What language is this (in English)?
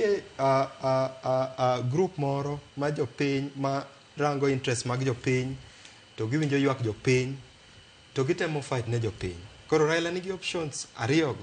Luo (Kenya and Tanzania)